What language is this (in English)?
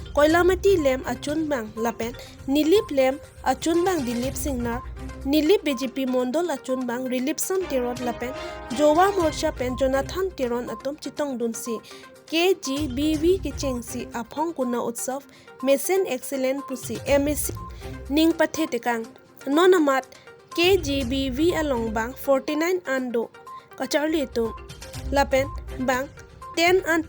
Karbi